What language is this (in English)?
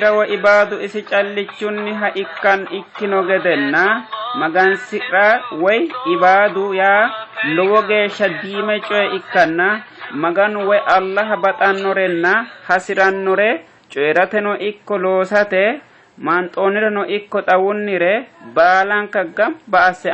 Sidamo